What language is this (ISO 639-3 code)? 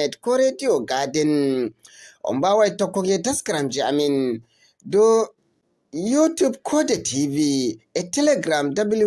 ful